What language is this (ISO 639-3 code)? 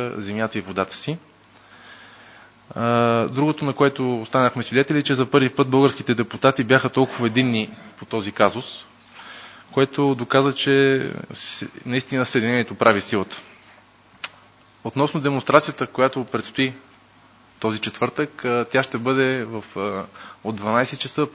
bul